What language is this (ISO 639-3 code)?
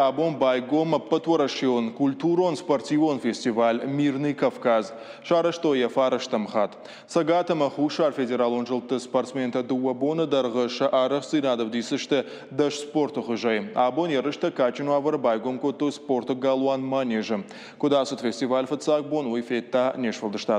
oss